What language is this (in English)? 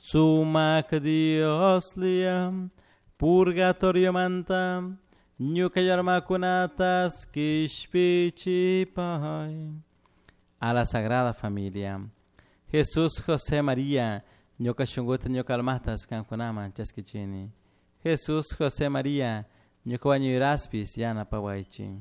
Chimborazo Highland Quichua